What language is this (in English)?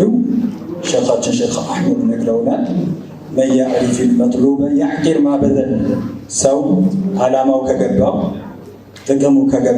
Amharic